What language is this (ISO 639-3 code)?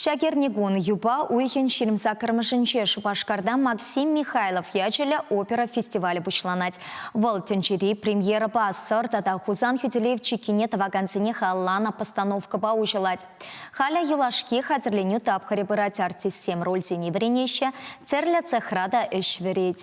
chv